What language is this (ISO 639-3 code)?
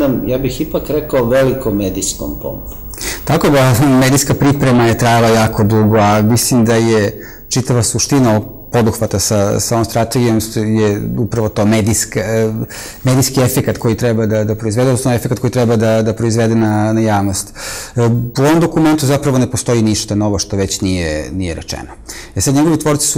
srp